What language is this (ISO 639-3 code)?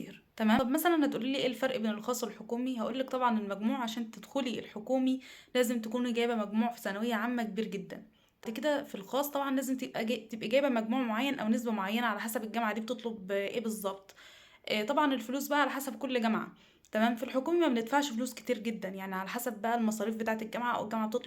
arz